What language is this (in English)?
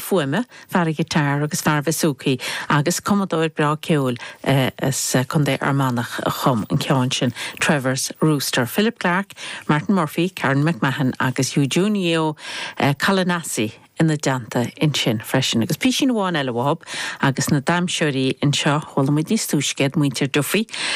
Irish